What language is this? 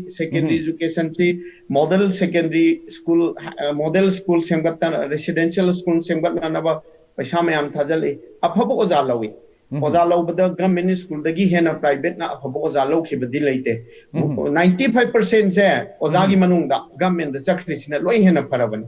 Manipuri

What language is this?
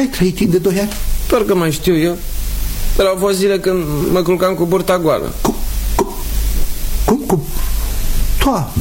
Romanian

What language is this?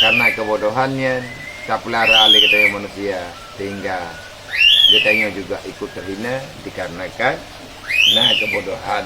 Achinese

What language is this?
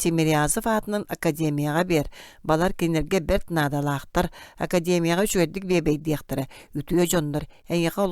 Yakut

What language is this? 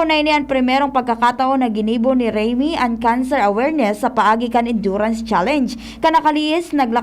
Bikol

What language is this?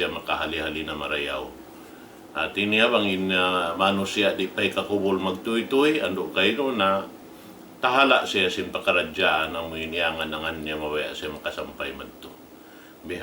Tausug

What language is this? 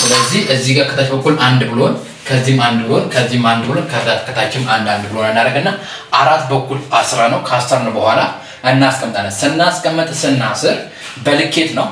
Amharic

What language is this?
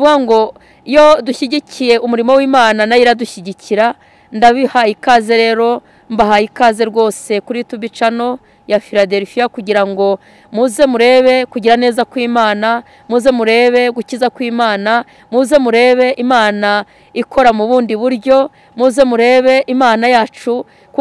Kinyarwanda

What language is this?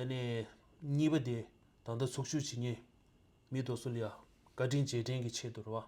Tibetan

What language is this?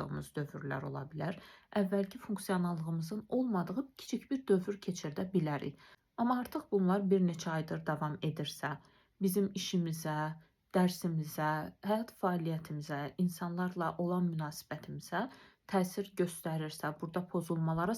Azerbaijani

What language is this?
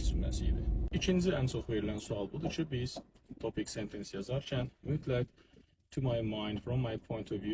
Azerbaijani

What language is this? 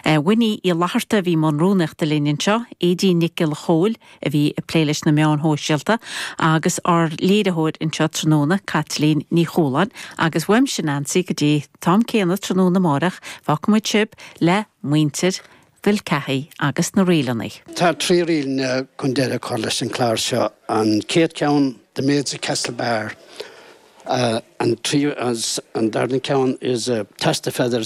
Irish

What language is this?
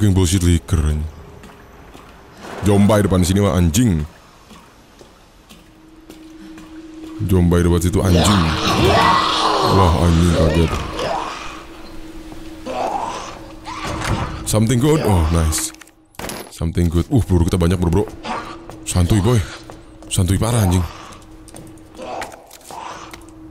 Indonesian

